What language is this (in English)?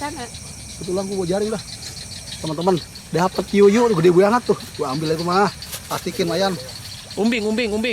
Betawi